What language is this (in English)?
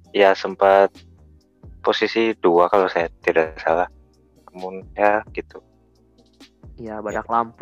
Indonesian